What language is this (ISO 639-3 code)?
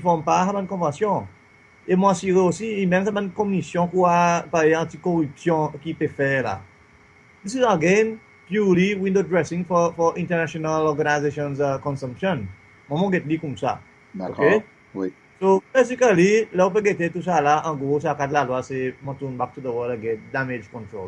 crs